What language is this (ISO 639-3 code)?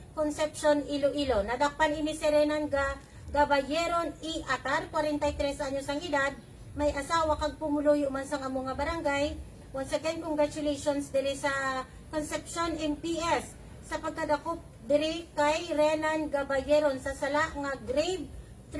hil